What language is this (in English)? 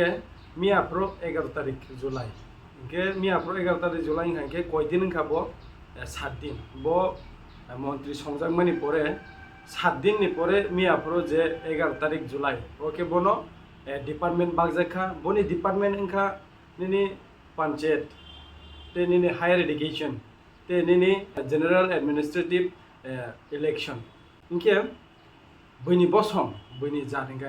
Kok Borok